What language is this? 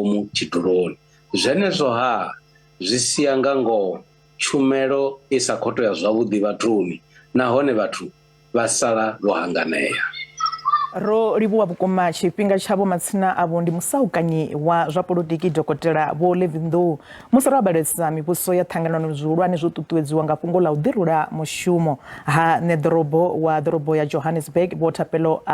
Venda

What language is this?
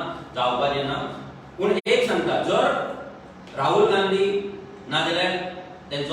Konkani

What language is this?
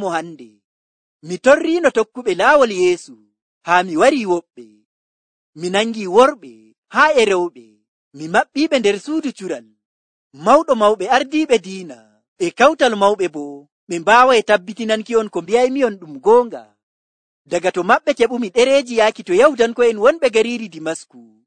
Nigerian Fulfulde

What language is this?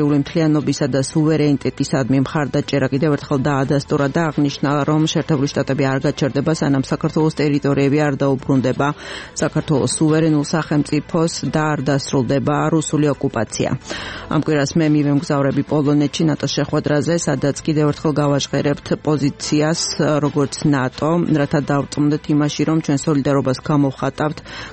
Georgian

